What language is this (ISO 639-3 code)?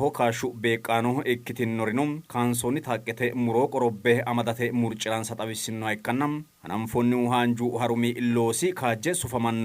sid